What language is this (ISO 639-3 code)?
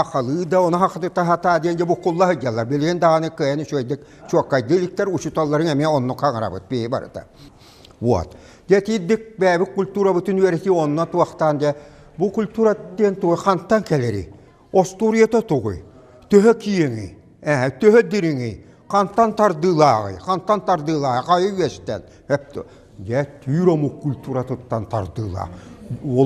sah